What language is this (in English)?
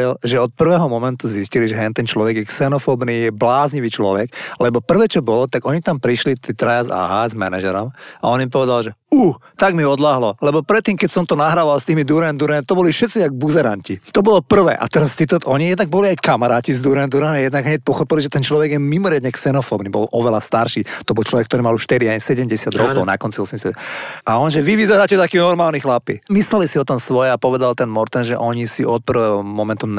Slovak